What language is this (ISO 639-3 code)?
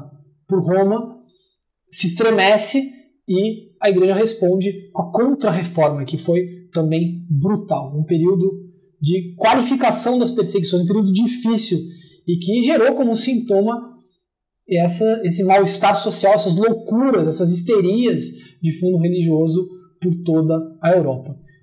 por